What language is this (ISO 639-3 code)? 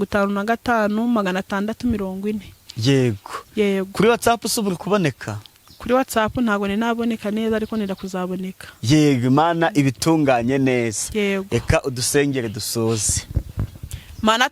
kin